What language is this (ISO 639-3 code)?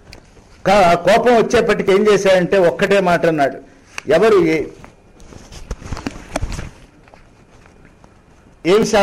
tel